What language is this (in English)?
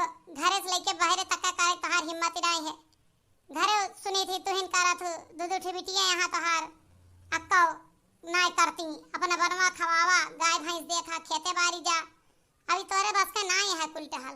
Awadhi